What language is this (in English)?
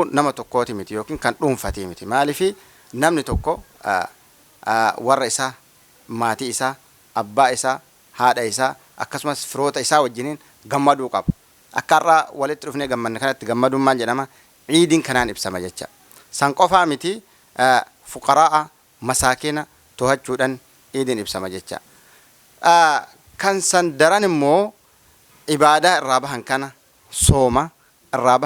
Oromo